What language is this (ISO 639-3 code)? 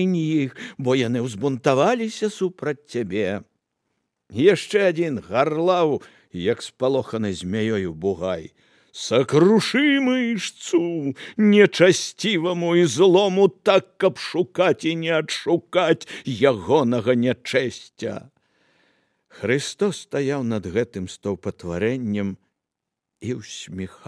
bel